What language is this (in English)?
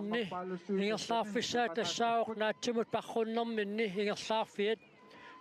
Kalaallisut